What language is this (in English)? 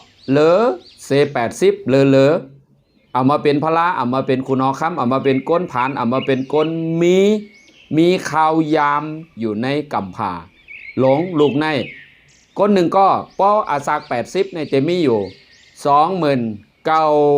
Shan